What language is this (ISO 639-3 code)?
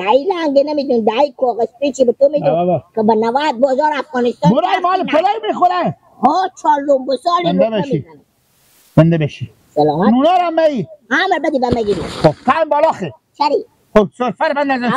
fas